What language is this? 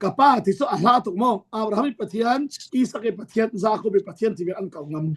Falam Chin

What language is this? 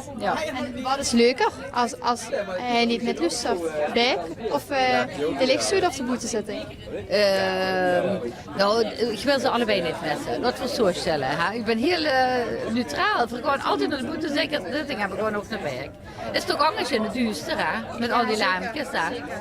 Limburgish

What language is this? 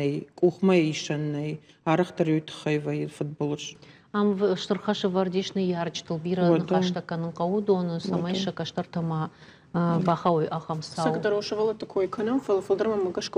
Ossetic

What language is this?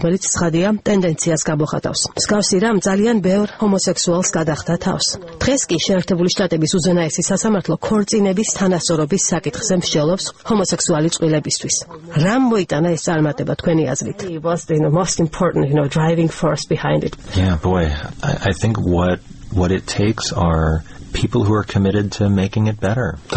Georgian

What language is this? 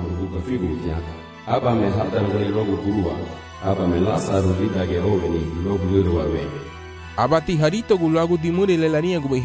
Garifuna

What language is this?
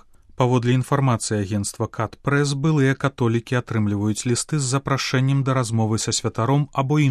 Belarusian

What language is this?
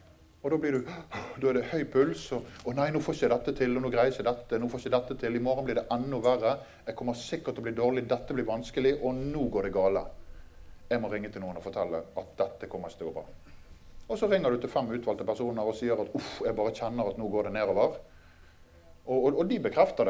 Norwegian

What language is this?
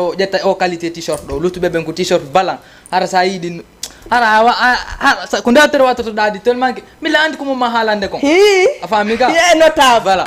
Fula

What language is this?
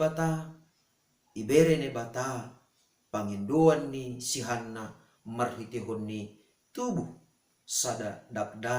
Batak Simalungun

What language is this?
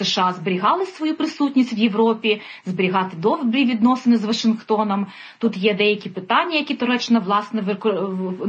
Ukrainian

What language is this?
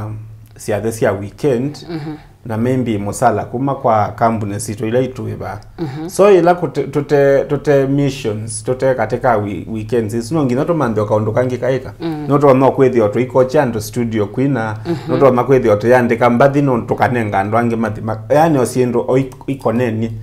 Kamba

